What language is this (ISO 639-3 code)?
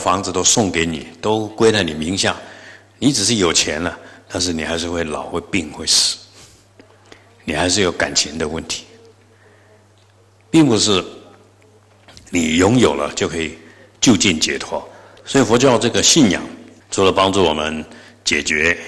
zho